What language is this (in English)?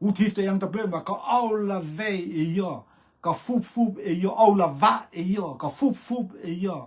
Rotuman